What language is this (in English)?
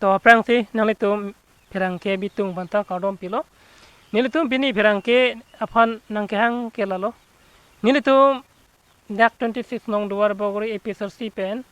Karbi